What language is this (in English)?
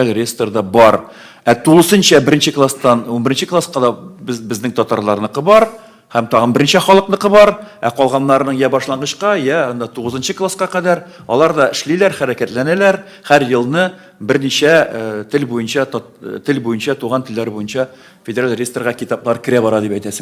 Tatar